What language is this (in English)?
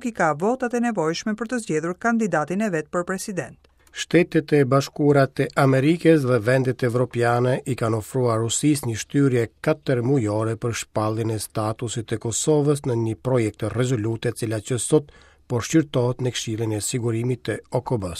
Albanian